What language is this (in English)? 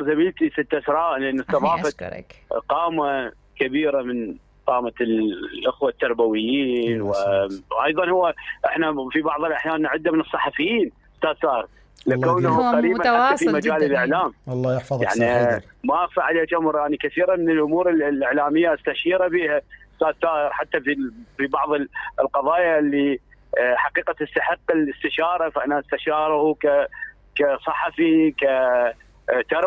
Mesopotamian Arabic